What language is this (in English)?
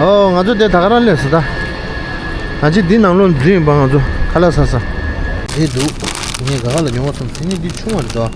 Tibetan